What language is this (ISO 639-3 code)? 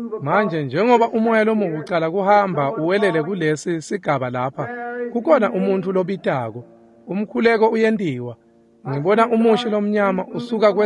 ssw